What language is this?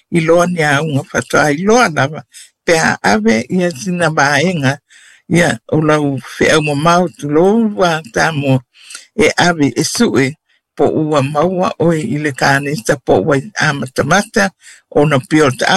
Samoan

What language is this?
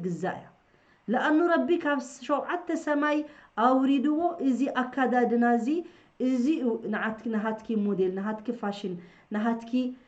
Tigrinya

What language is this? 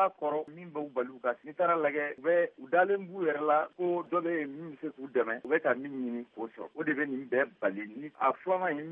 Bambara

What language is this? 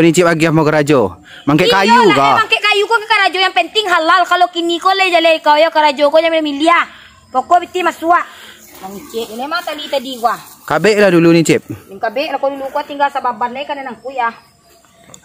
Minangkabau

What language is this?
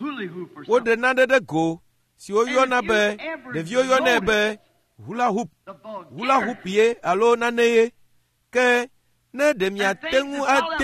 Ewe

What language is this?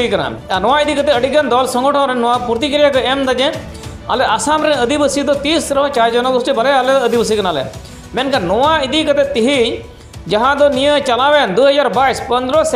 Santali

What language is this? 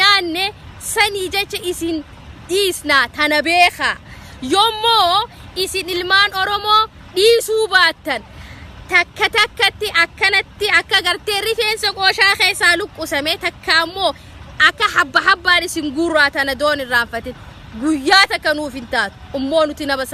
Oromo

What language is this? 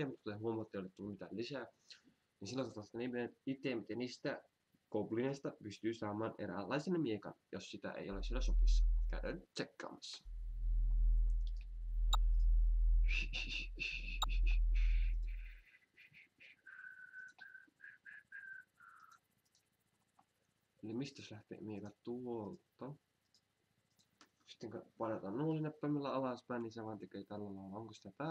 Finnish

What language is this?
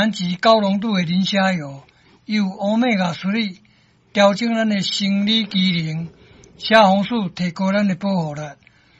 Min Nan Chinese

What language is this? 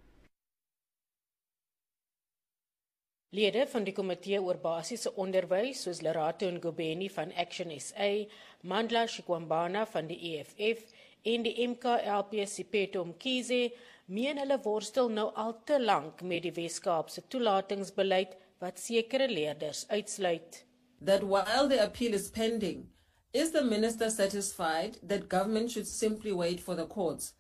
Afrikaans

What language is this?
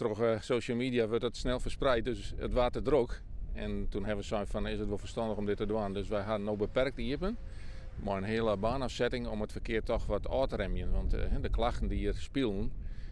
Western Frisian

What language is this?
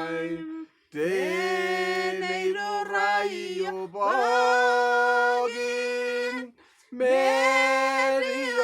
Masai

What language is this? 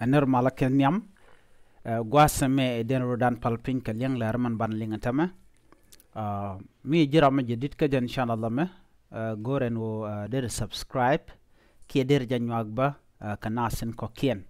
Nuer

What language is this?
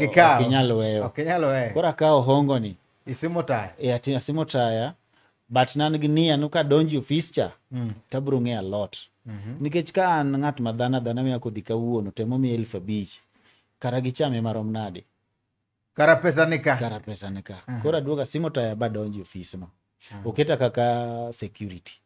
Luo (Kenya and Tanzania)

